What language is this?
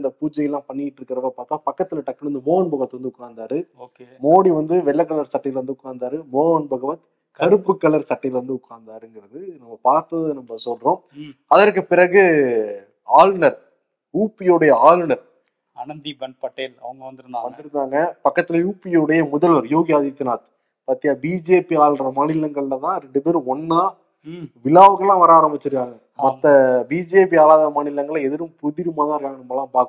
Tamil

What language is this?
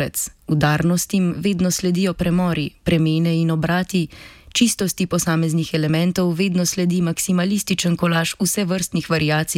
Slovenian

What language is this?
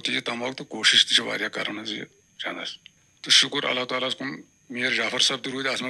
Kashmiri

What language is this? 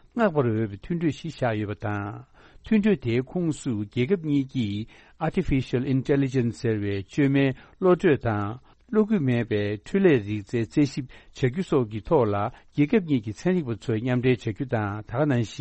Tibetan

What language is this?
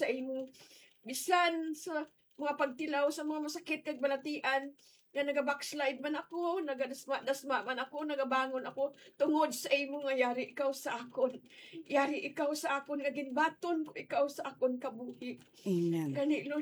Hiligaynon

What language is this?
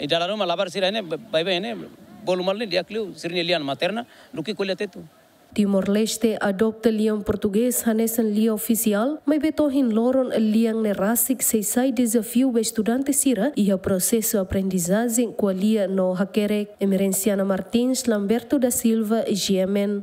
Tetum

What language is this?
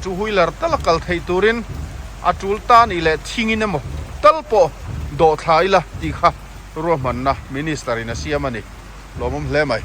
Mizo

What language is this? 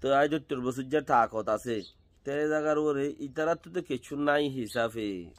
Rohingya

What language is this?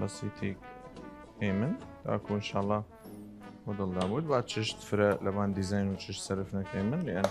Southern Kurdish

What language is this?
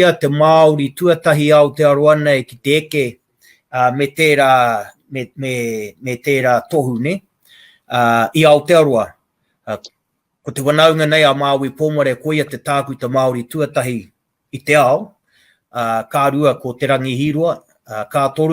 Māori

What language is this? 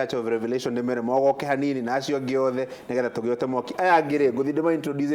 Kikuyu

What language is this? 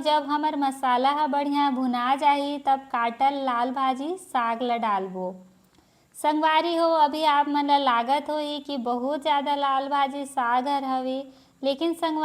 Chhattisgarhi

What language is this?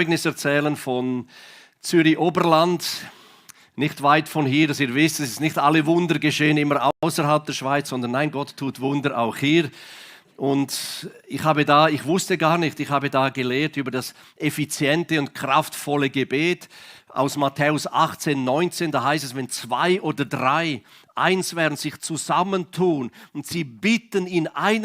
Swiss German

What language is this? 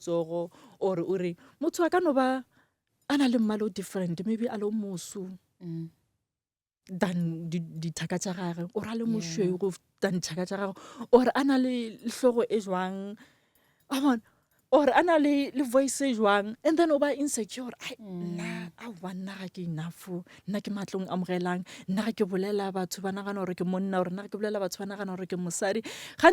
Northern Sotho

